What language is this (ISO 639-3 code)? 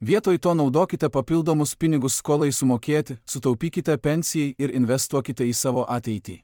lit